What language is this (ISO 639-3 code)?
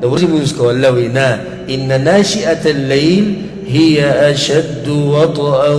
pus